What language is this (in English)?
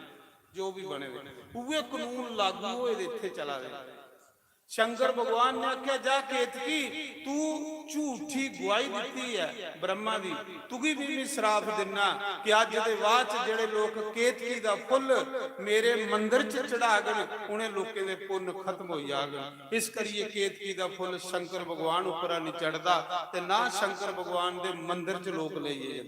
Dogri